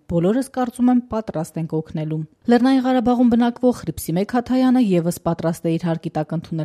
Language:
Armenian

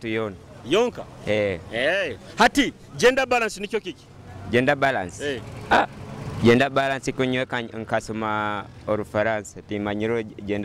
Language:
Nyoro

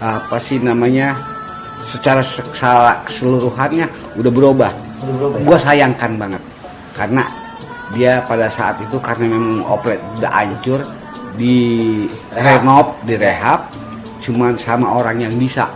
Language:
Betawi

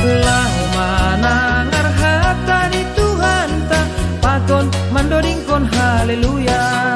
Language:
Batak Simalungun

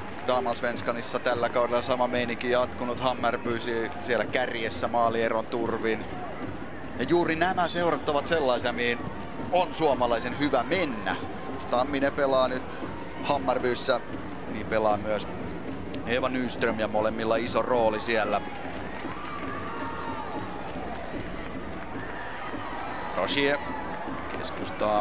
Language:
Finnish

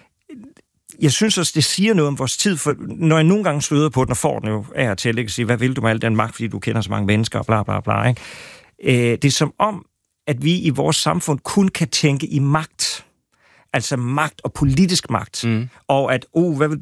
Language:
Danish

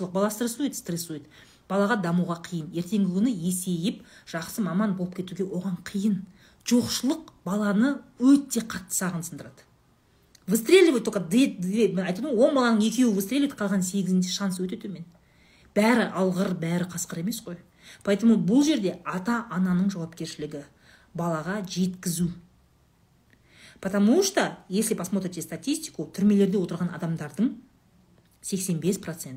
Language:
Kazakh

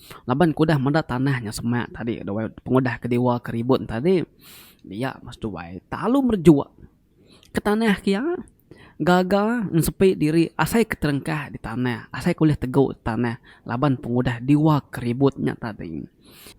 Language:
Iban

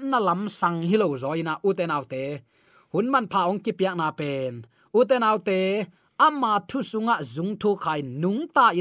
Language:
Tedim Chin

